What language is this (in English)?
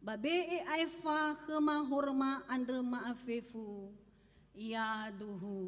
Nias